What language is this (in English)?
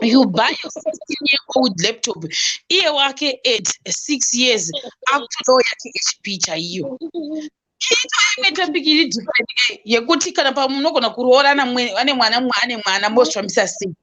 Shona